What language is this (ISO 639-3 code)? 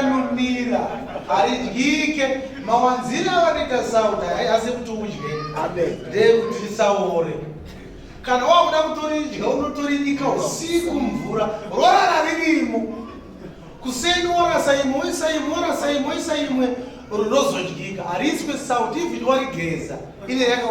sna